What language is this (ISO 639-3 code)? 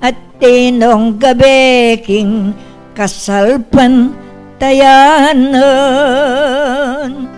pam